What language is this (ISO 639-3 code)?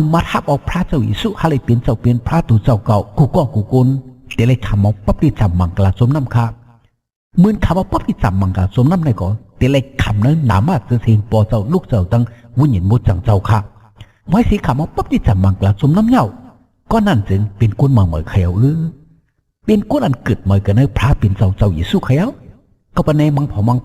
shn